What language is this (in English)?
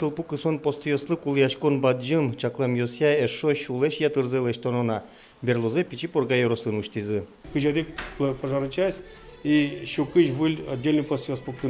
Udmurt